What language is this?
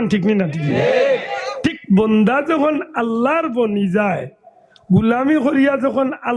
Sylheti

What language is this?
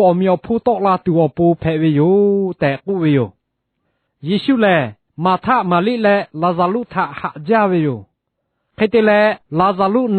Lahu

